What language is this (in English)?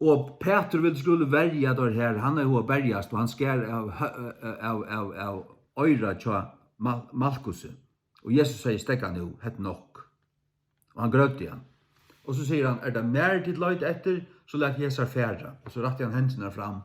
Faroese